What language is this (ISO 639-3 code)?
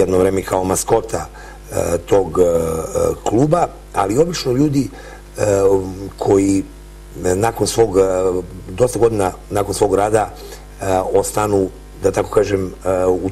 srp